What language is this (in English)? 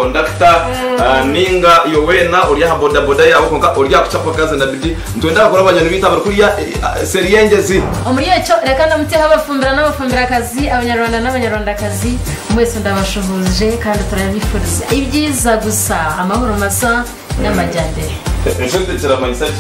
Nyankole